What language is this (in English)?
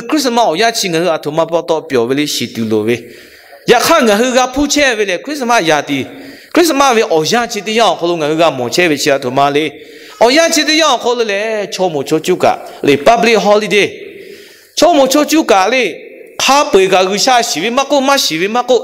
Lahu